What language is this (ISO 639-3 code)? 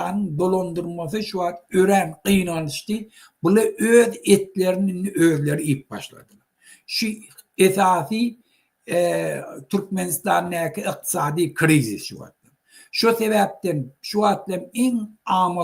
tuk